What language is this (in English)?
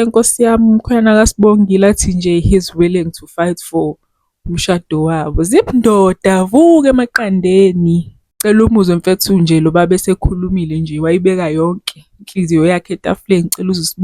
Zulu